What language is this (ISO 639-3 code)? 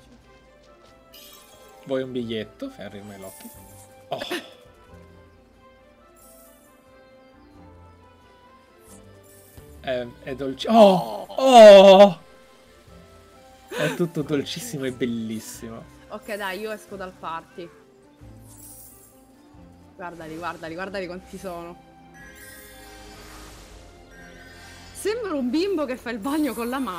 ita